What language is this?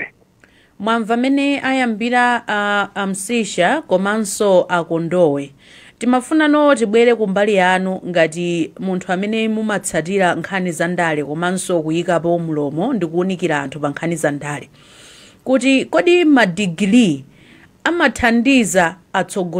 Nyanja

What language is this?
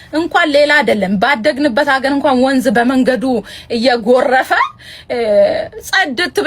Amharic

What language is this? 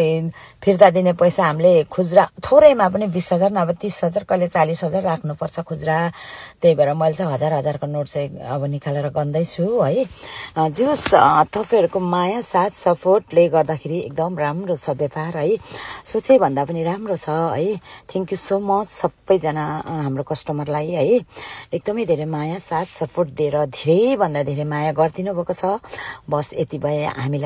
Nepali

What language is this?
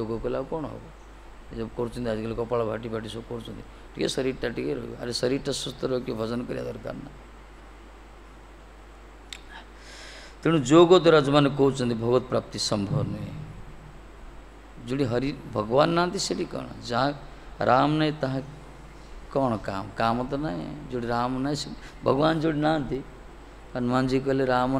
Odia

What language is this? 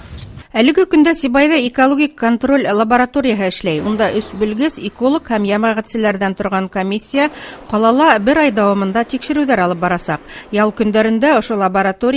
Bashkir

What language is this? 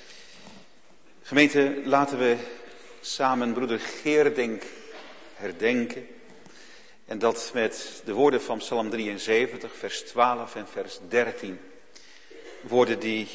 Dutch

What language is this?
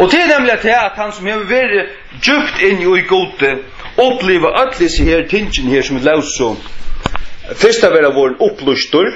Faroese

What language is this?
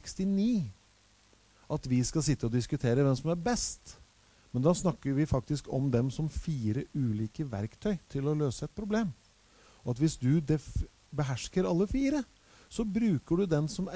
Norwegian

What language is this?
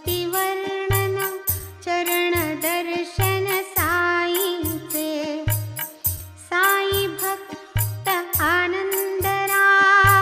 Marathi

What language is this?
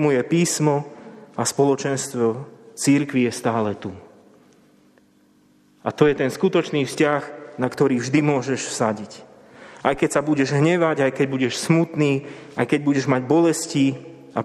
Slovak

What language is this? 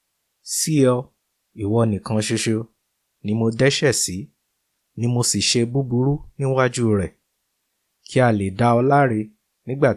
Yoruba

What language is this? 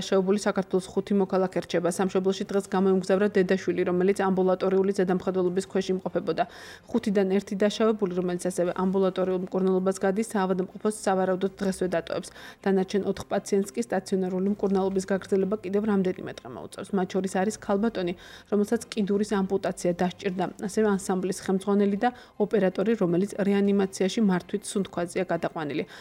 Georgian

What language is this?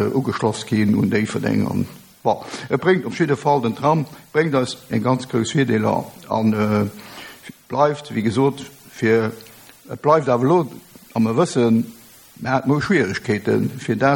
Luxembourgish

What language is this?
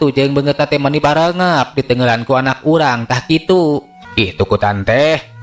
Sundanese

